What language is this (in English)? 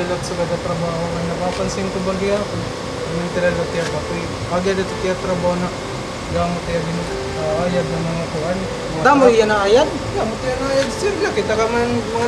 Waray